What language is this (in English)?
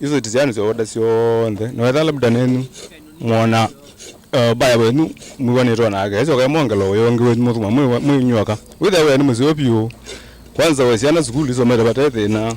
Kamba